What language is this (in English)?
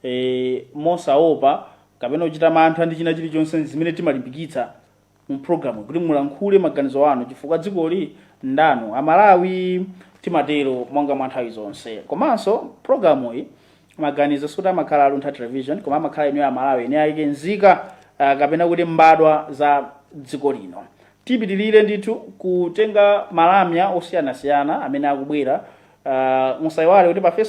Nyanja